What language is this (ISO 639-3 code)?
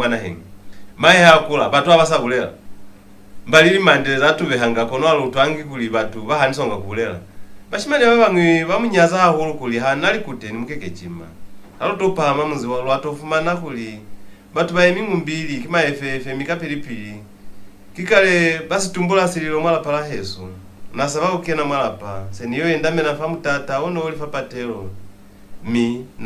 loz